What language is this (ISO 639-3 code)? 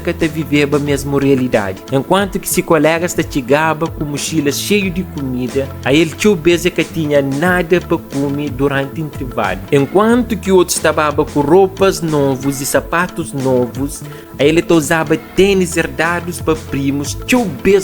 kea